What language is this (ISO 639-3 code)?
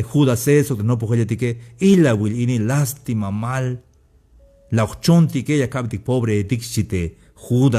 tzh